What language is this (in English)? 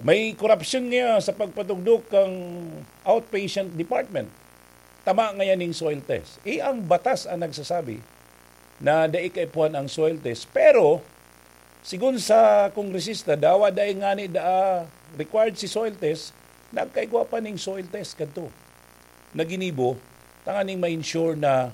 Bikol